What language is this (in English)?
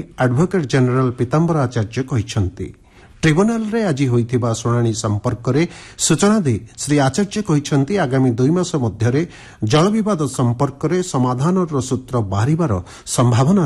Odia